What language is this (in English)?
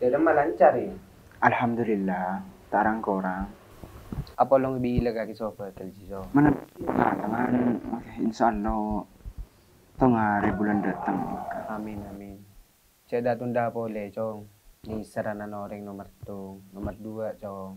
Madurese